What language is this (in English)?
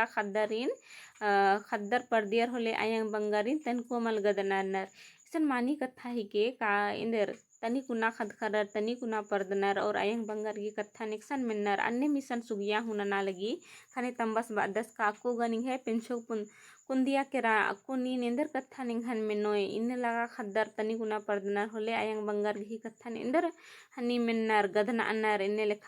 Kurukh